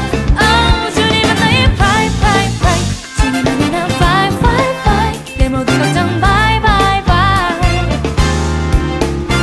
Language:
Korean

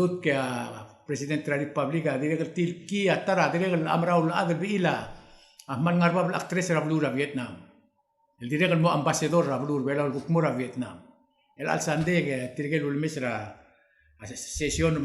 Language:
Palauan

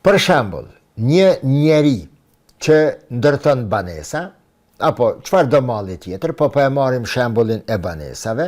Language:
Albanian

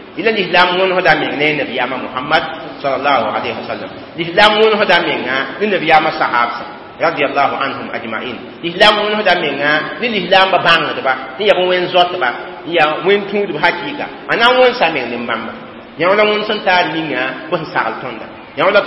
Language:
Mossi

